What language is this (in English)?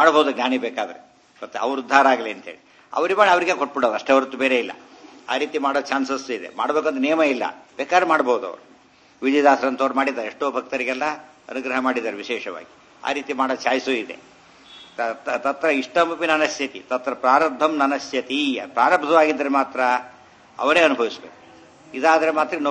Kannada